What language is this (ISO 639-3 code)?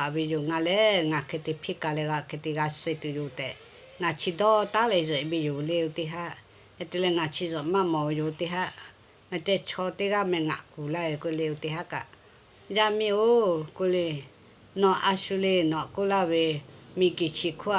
lhu